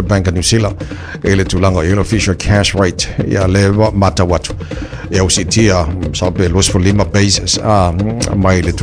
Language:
Samoan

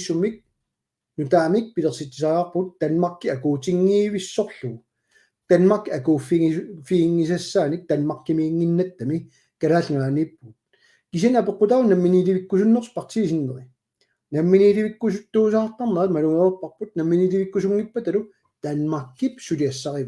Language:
Kalaallisut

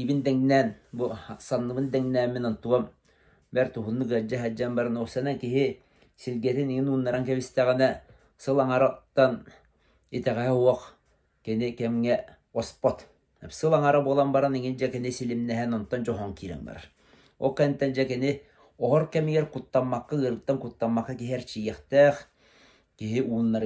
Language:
Yakut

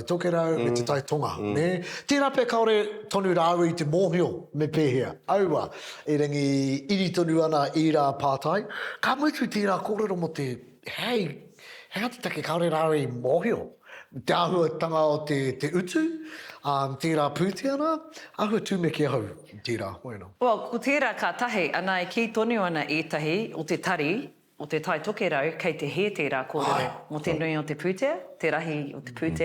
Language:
Māori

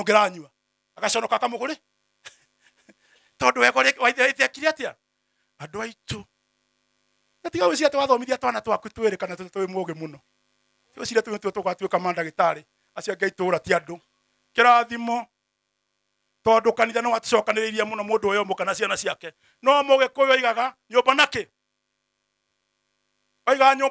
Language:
Kikuyu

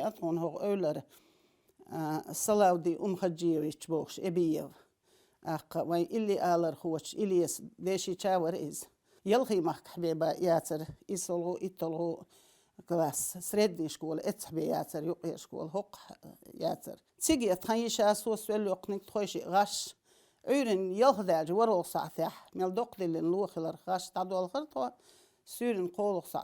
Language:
Chechen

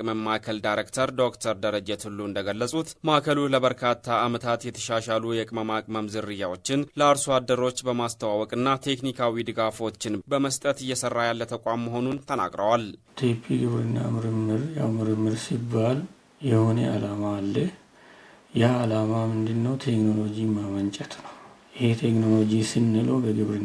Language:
Amharic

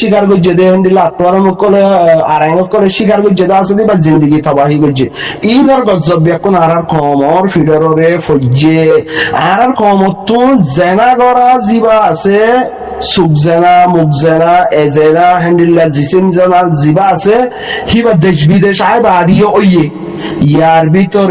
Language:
Rohingya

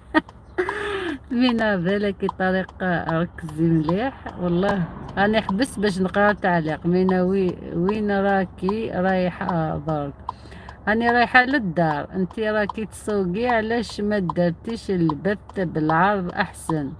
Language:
Algerian Arabic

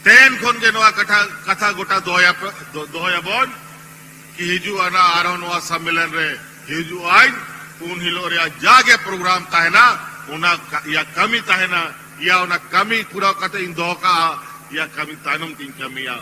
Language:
Santali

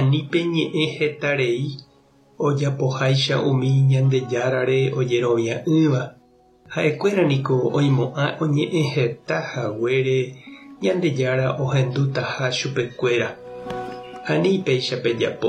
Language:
Guarani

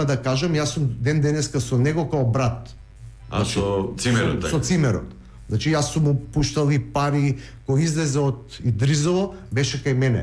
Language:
Macedonian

